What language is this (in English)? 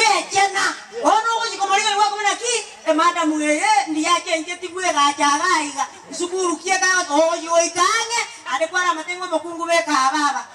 Gusii